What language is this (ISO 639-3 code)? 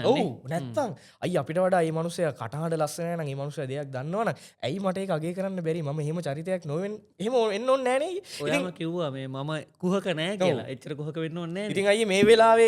sin